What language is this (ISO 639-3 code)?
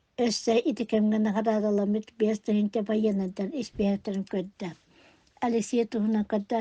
sah